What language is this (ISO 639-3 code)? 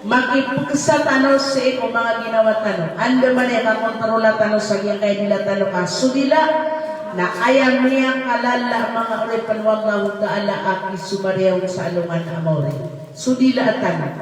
mrw